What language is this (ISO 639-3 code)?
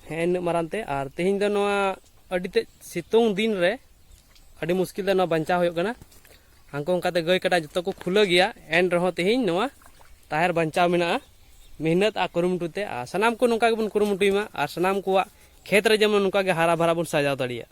sat